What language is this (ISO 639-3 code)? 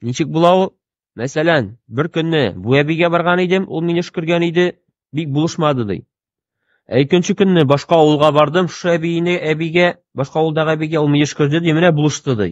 tat